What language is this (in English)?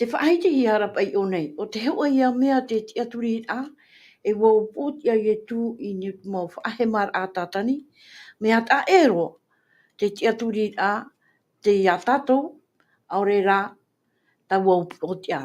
Tahitian